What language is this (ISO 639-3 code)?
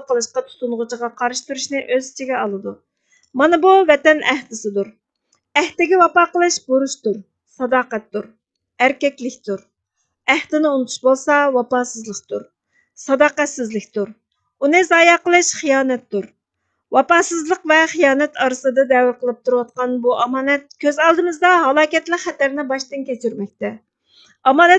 uig